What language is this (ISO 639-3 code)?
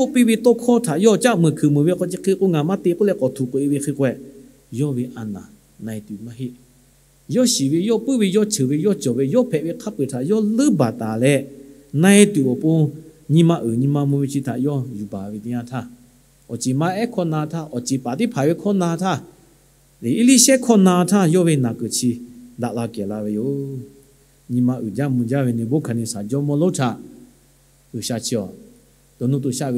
lhu